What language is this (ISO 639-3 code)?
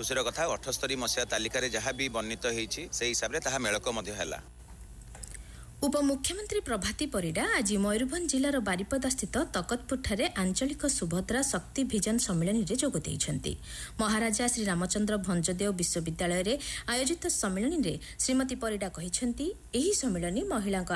ori